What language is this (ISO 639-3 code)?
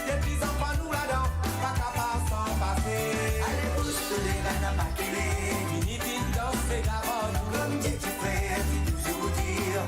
mfe